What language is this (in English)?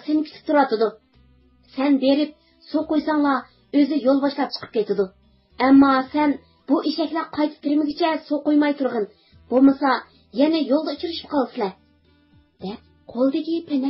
Uyghur